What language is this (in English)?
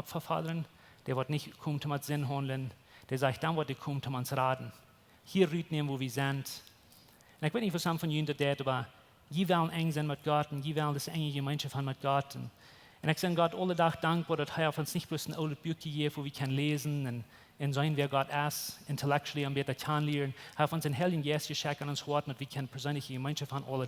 Plautdietsch